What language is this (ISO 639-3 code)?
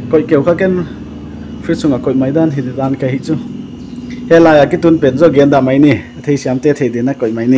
pck